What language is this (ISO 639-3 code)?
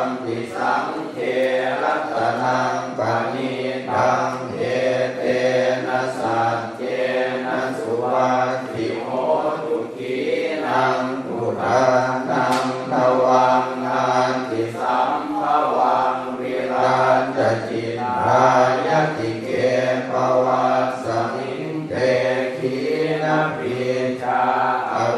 pli